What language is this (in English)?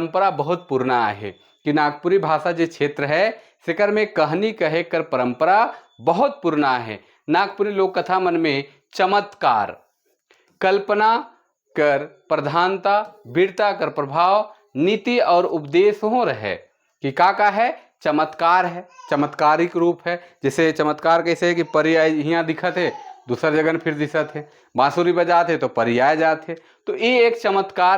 Sadri